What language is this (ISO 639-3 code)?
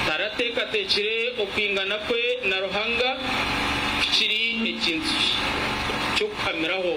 nyn